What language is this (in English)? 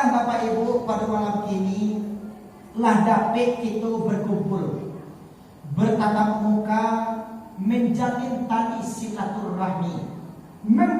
Minangkabau